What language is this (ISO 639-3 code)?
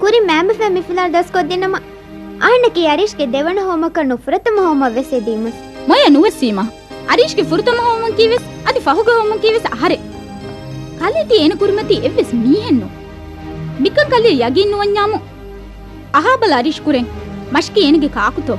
div